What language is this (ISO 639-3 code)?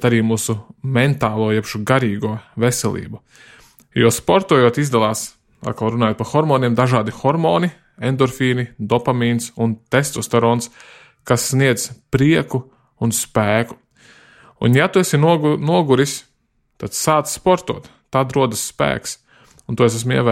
lav